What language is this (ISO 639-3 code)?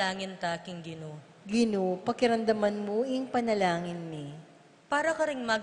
pam